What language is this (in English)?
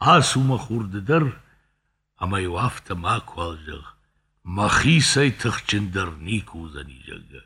Ossetic